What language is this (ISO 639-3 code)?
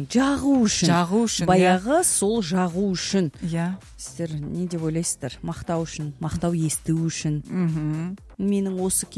kaz